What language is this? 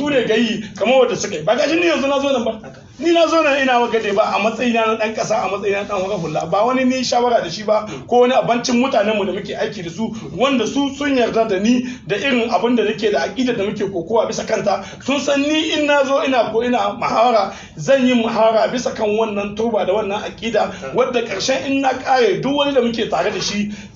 Hausa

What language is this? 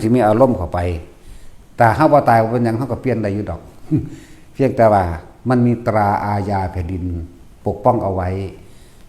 Northeastern Thai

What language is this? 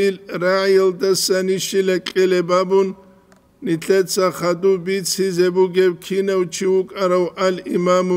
Avaric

